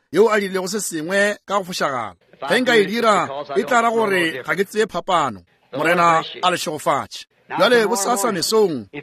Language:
Northern Sotho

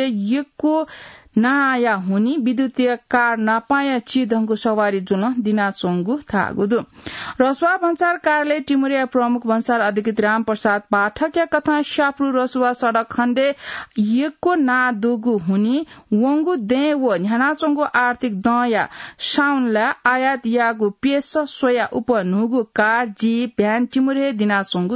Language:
Newari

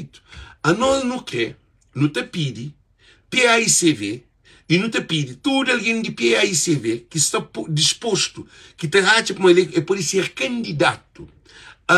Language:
Kabuverdianu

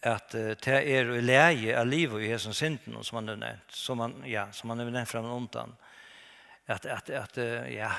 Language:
Faroese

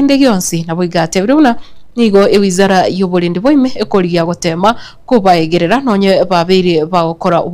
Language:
Gusii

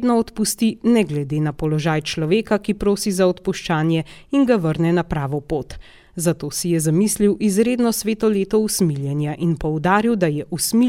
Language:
Slovenian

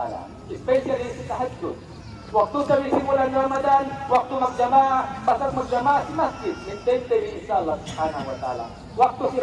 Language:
Yakan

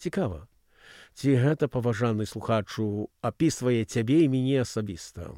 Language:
Belarusian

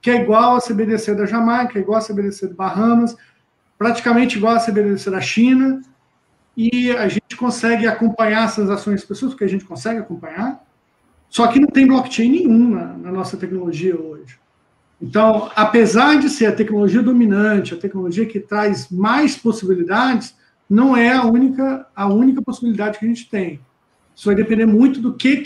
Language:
Portuguese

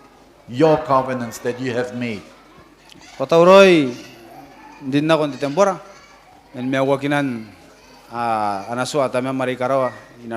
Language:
Gilbertese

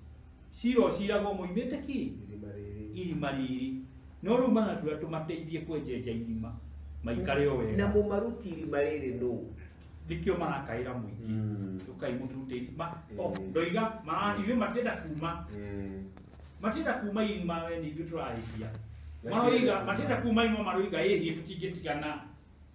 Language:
Kikuyu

